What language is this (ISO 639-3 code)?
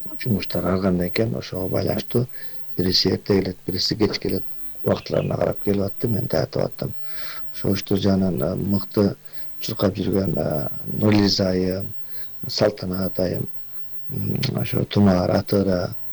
kir